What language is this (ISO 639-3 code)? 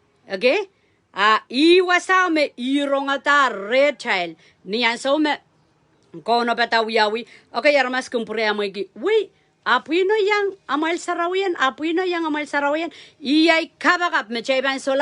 pon